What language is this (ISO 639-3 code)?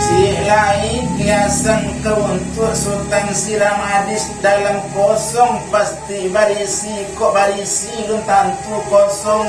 min